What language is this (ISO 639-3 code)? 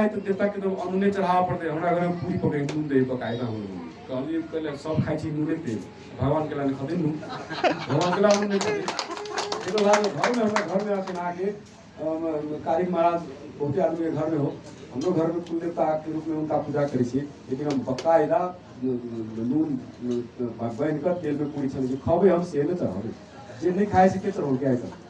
mag